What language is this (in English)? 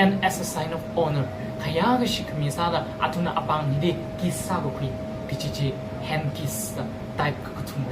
Tangkhul Naga (India)